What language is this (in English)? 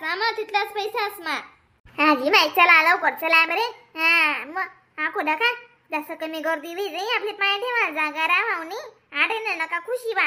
Khandesi